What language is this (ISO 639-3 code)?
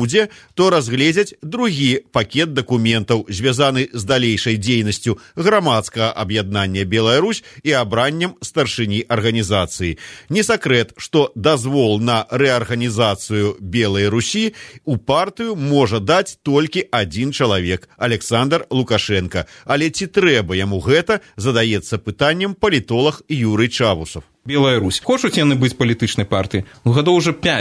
bel